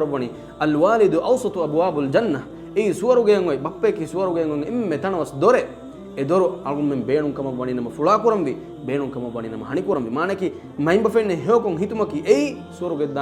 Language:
Divehi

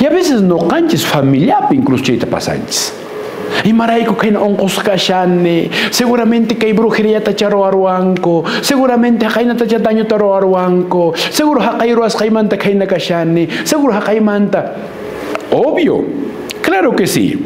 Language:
Quechua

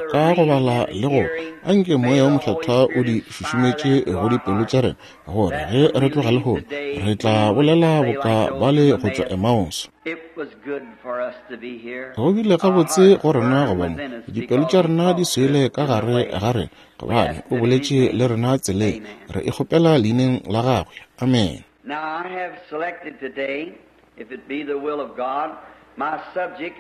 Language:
Northern Sotho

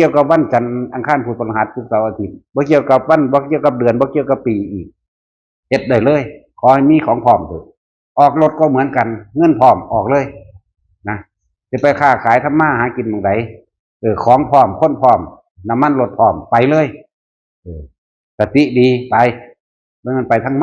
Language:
Northeastern Thai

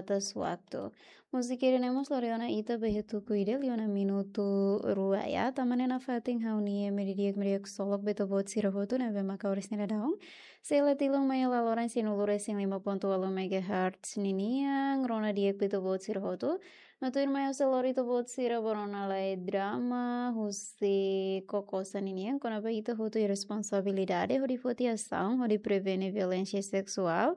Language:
Tetum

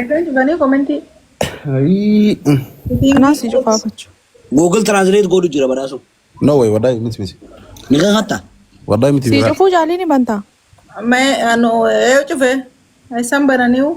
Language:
Oromo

